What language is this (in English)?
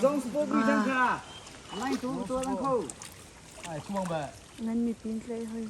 Hakha Chin